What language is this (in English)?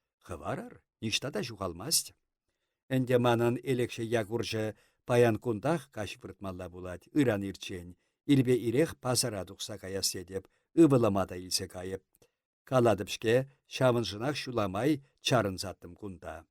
Chuvash